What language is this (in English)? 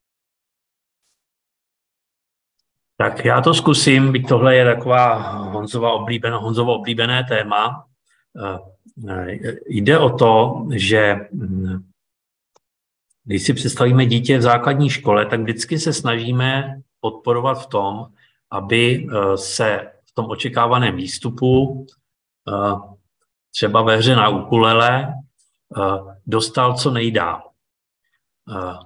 Czech